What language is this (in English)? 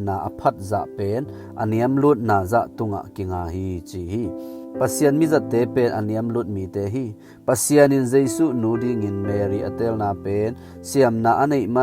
Tedim Chin